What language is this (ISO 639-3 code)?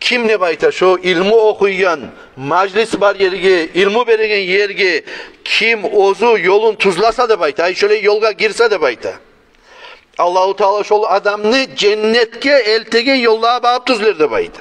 kum